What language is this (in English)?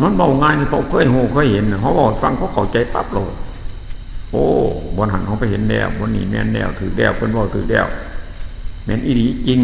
Northeastern Thai